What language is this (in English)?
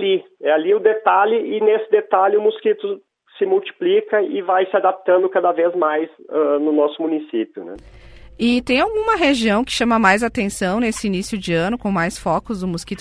Portuguese